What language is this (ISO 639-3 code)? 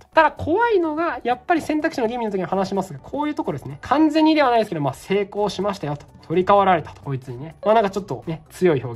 jpn